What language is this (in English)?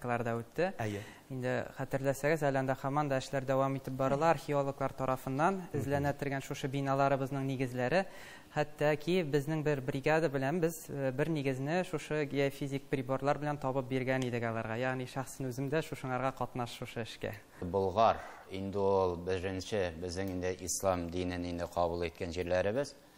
Tatar